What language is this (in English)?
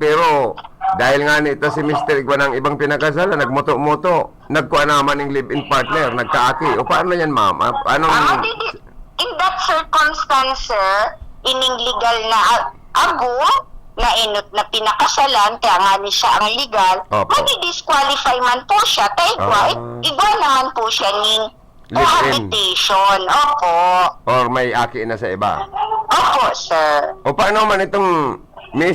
Bikol